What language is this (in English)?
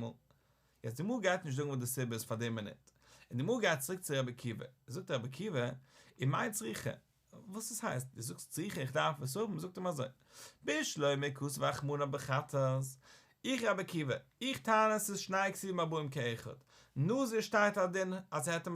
Yiddish